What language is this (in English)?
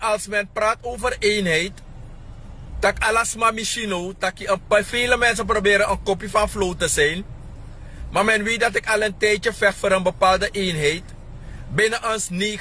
Sranan Tongo